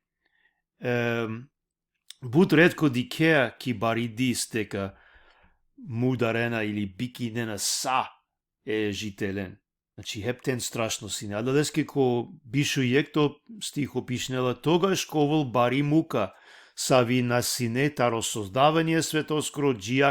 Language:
Balkan Romani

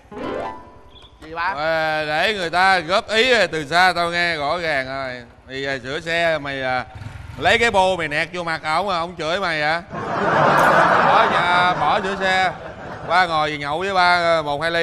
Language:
Vietnamese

